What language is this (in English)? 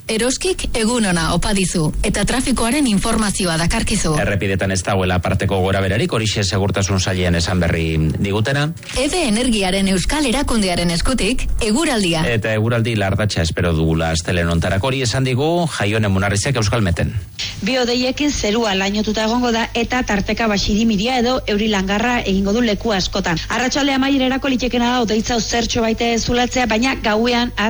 Basque